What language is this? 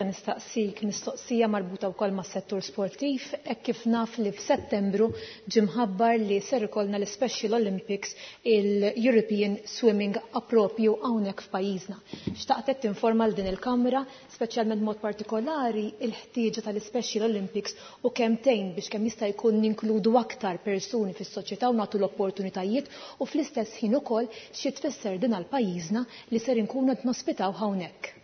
Maltese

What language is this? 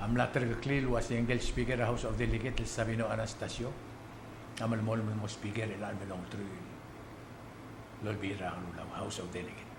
Palauan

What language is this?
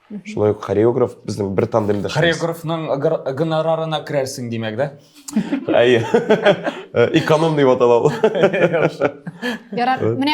Tatar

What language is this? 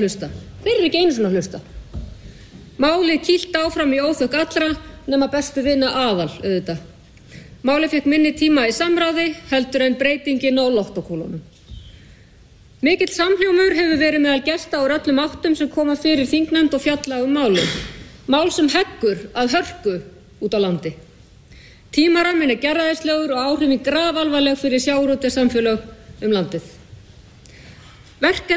Icelandic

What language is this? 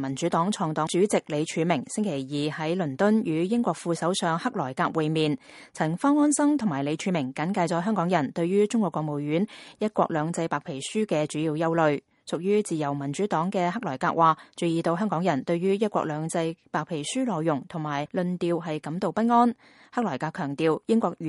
Cantonese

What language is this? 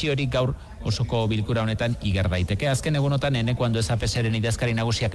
Basque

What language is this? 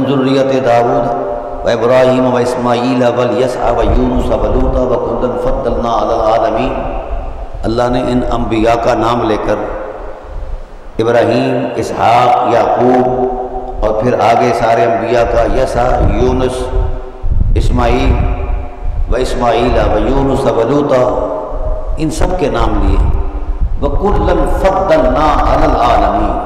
Urdu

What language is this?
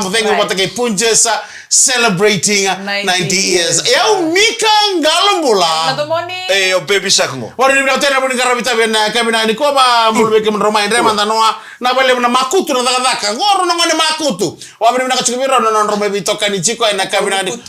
Fijian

